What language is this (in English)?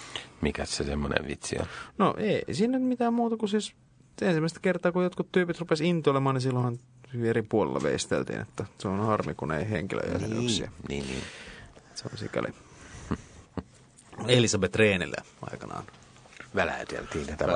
Finnish